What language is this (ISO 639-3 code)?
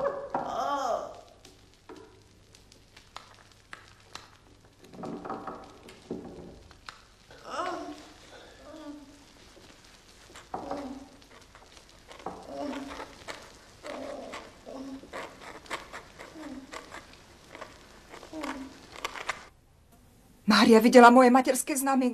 slk